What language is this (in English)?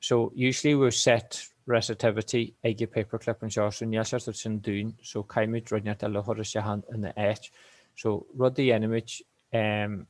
Irish